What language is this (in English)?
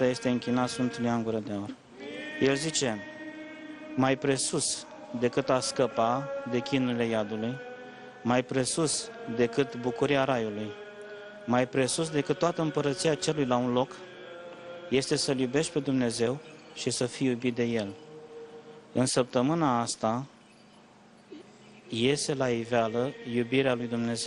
Romanian